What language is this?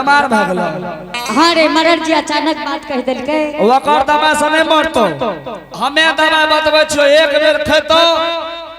Angika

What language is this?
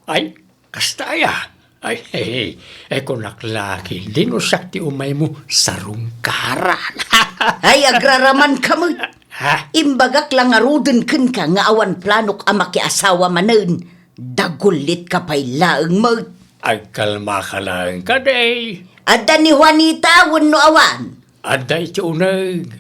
Iloko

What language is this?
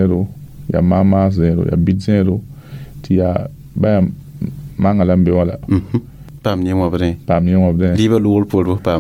Mossi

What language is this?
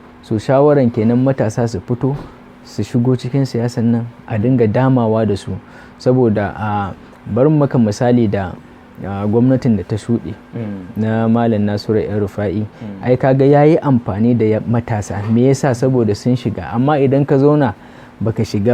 Hausa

